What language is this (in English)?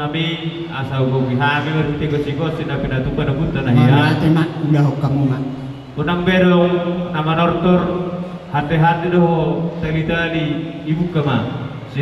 Batak Toba